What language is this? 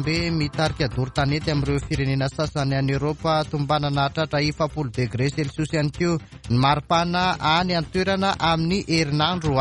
Malagasy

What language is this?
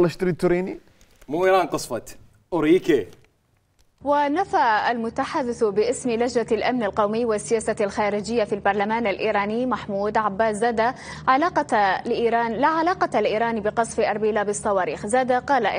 Mesopotamian Arabic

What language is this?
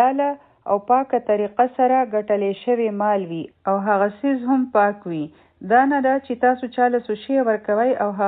Pashto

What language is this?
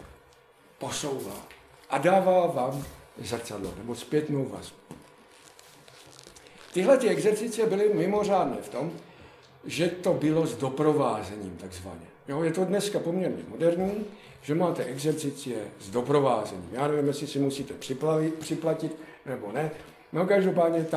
Czech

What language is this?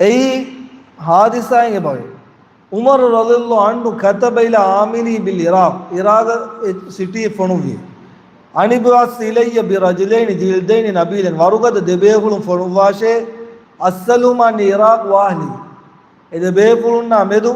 Divehi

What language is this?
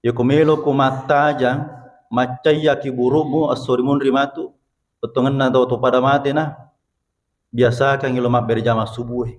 Buginese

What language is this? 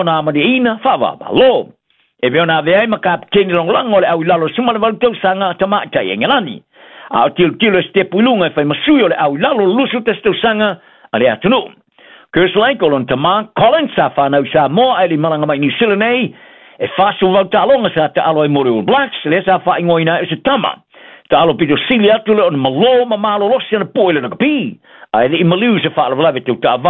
Samoan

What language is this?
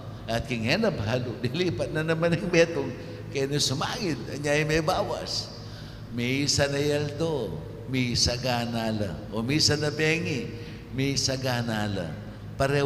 Pampanga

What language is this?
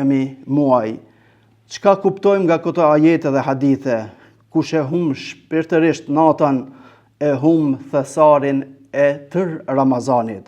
Albanian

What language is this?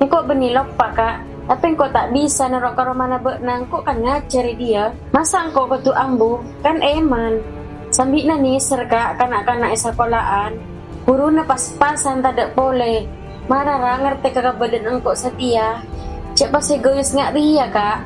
Madurese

